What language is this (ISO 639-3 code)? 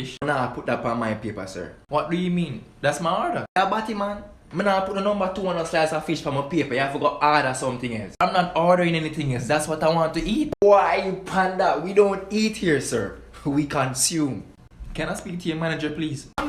jam